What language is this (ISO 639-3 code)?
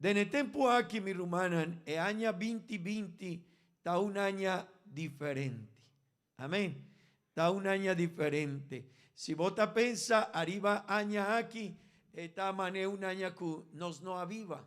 pap